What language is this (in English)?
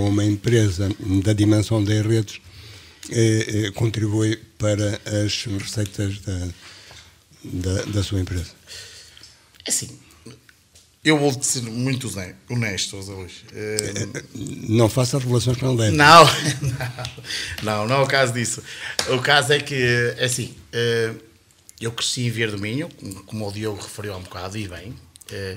Portuguese